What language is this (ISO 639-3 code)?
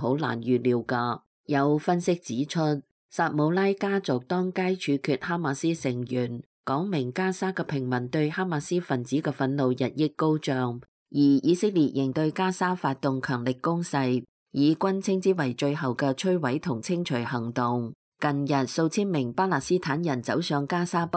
yue